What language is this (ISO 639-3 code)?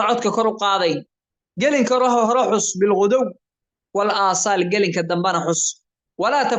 som